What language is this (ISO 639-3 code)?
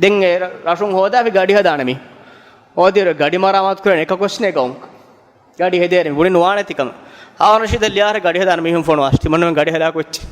div